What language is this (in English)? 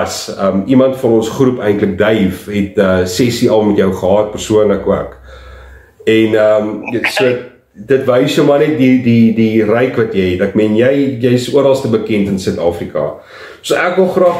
Afrikaans